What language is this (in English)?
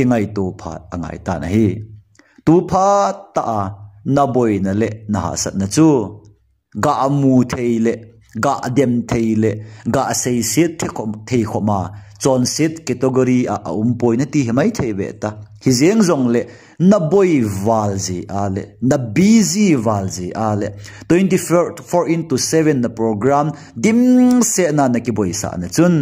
Thado Chin